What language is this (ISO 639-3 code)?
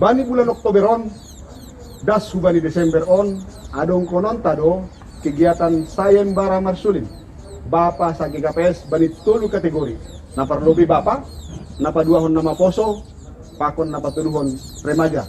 bts